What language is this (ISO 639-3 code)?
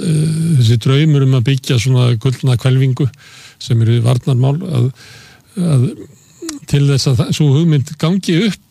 isl